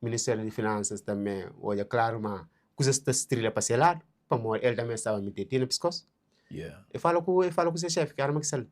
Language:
Kabuverdianu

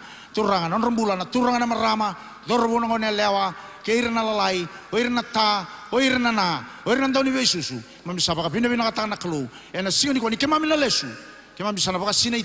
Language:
Fijian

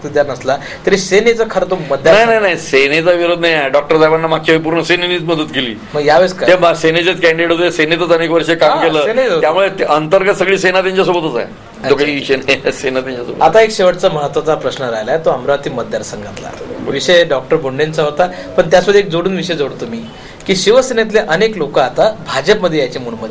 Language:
Marathi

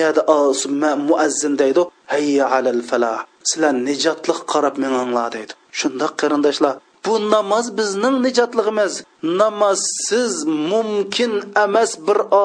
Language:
Uyghur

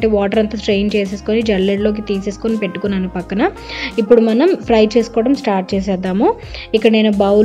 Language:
Telugu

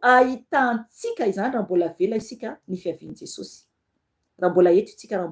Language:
Malagasy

